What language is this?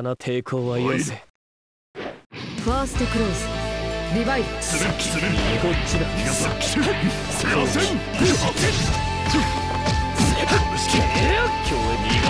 Japanese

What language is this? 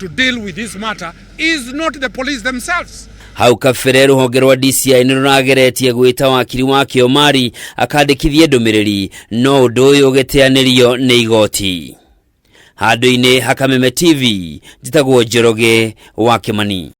Kikuyu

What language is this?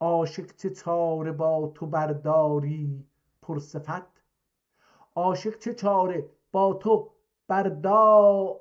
South Azerbaijani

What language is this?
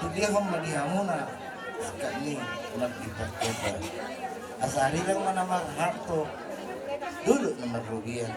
Batak Toba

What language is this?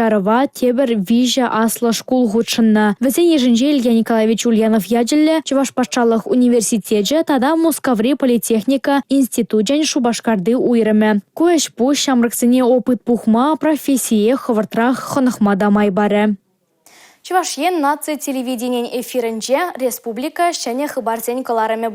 Chuvash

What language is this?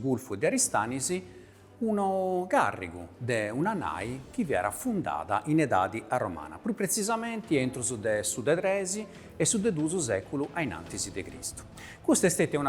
Sardinian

